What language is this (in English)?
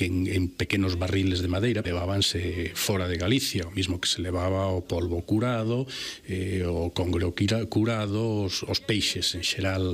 Galician